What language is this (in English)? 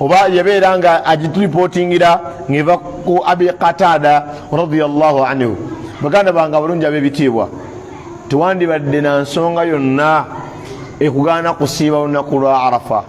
Ganda